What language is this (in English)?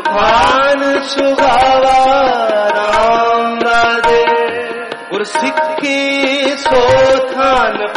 Punjabi